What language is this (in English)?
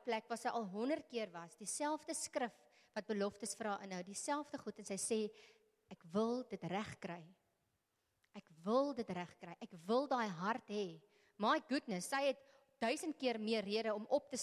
Afrikaans